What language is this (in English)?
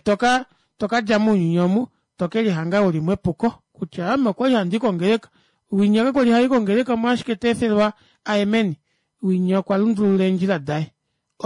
Kuanyama